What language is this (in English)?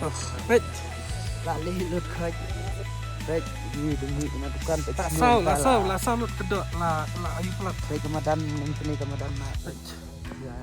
Khasi